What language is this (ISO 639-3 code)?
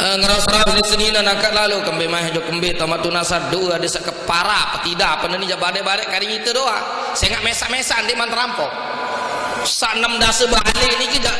sas